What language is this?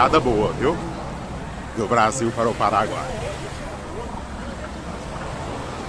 Portuguese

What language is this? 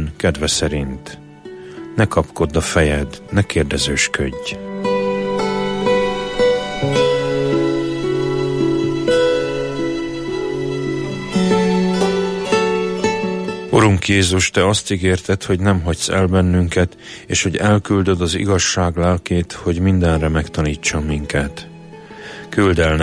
Hungarian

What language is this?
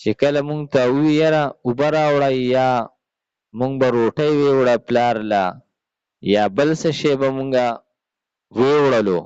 Pashto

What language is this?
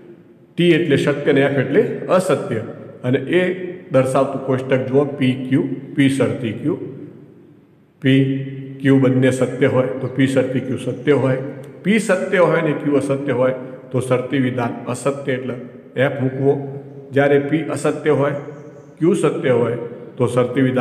Gujarati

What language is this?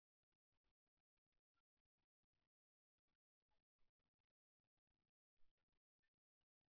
Marathi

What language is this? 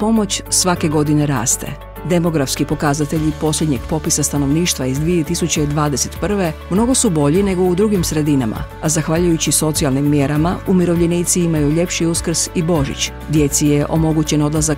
Croatian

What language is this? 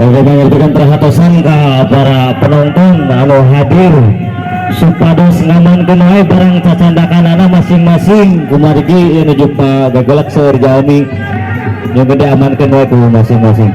Sundanese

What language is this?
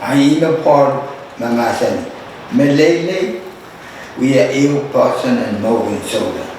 Pohnpeian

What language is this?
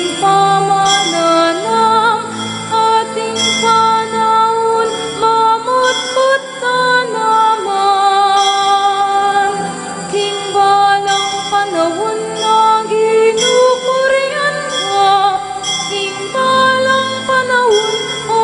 Pampanga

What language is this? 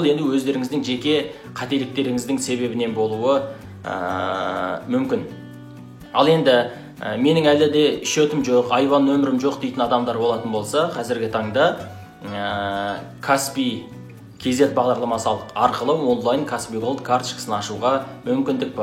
Kazakh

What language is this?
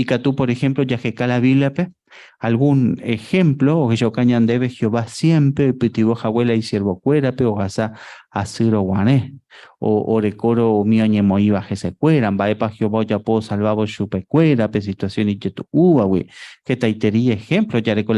Guarani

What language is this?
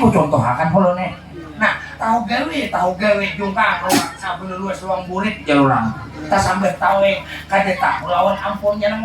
Banjar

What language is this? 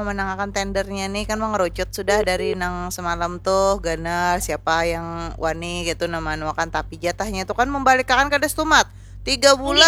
Banjar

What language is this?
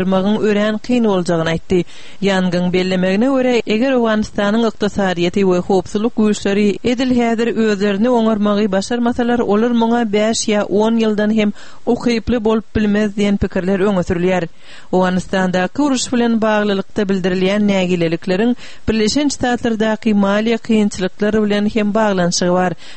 Turkmen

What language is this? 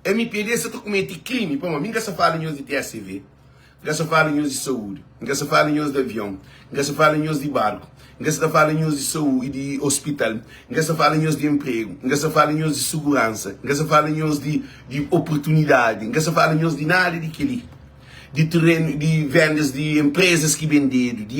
Kabuverdianu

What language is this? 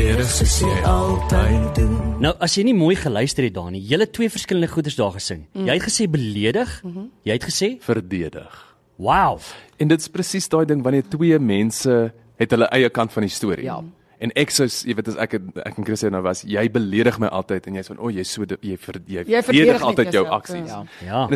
Afrikaans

